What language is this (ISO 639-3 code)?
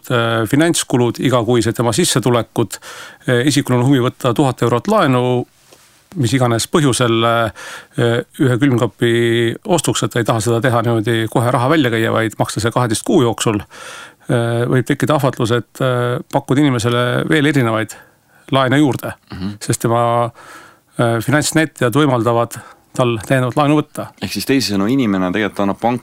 est